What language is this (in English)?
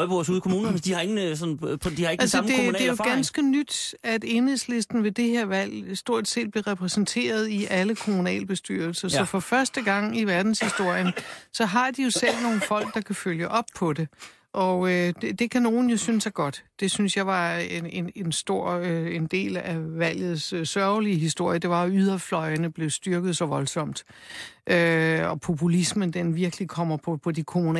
Danish